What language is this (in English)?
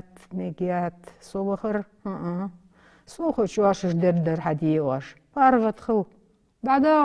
Ingush